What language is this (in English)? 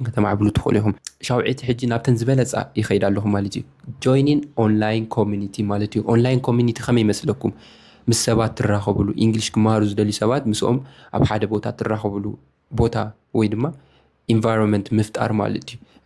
Tigrinya